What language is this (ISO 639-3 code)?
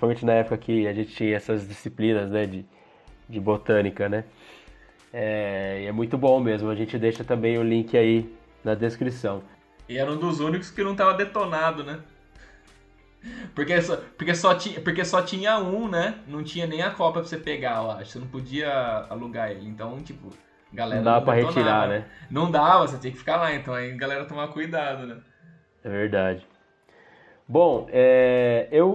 por